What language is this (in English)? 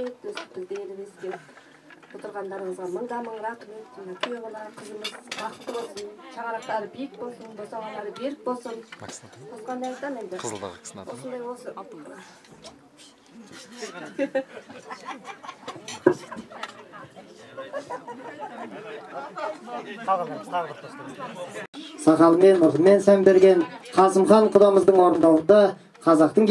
Kazakh